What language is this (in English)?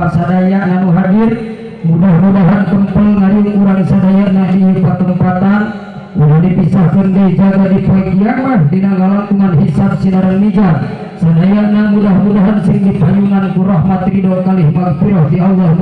Sundanese